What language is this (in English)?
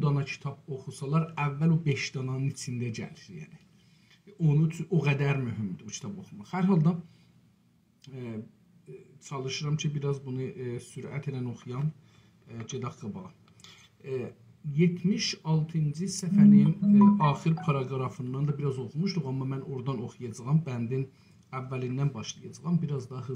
South Azerbaijani